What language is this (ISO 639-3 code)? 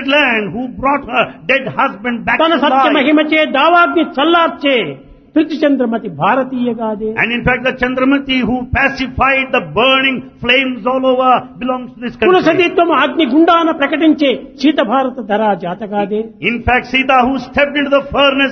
tel